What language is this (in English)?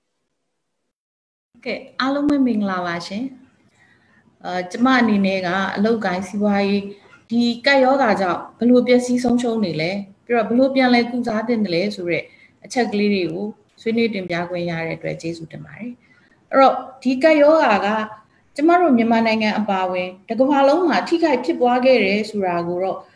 Burmese